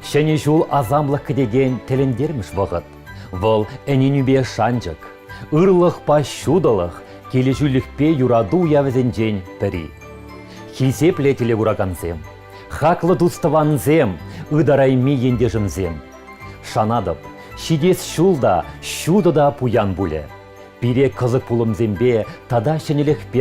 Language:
Chuvash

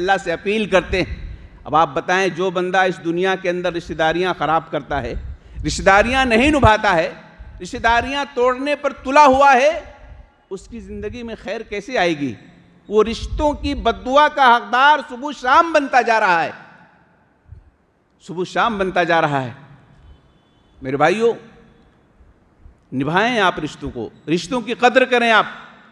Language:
Urdu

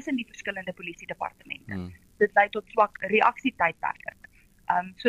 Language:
Afrikaans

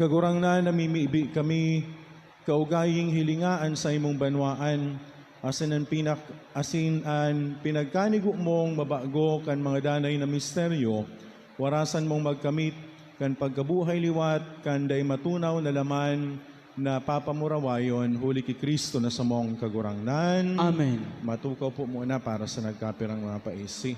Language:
Bikol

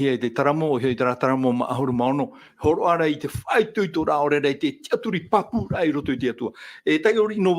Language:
Tahitian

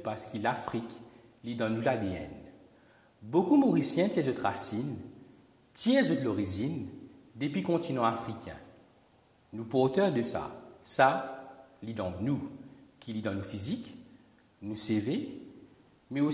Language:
Morisyen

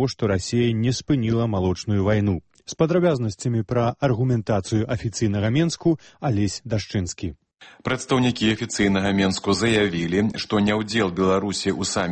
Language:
Belarusian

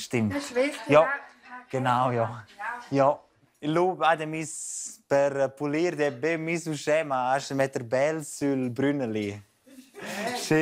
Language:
Romansh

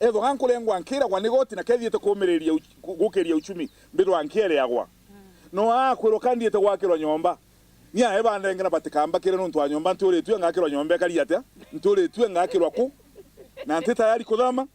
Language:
Meru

